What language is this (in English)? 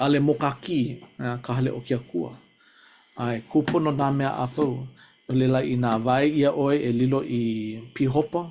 Hawaiian